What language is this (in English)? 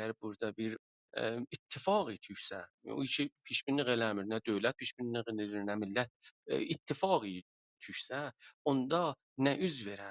South Azerbaijani